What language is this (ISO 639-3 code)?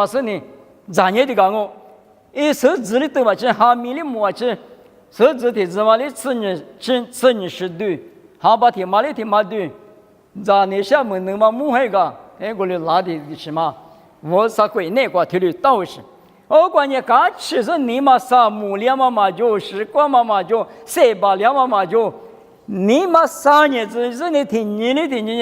lis